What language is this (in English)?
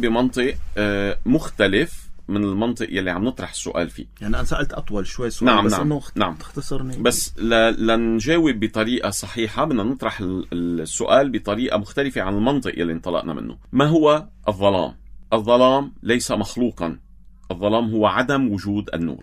North Levantine Arabic